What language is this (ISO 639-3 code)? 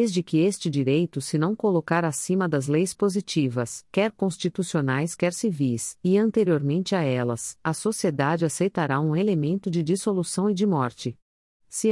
por